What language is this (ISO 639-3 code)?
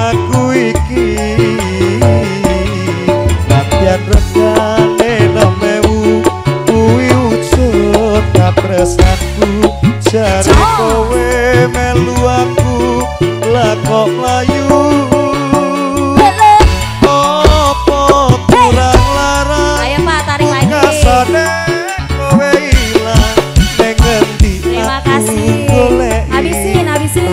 jav